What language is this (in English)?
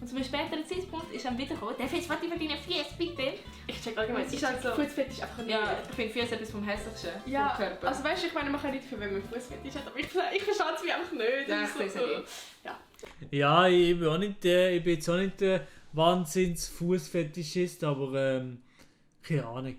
Swiss German